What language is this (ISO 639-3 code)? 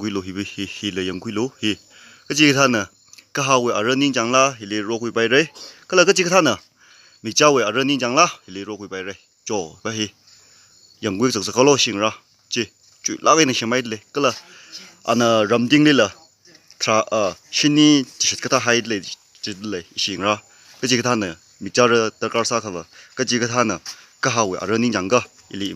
nmf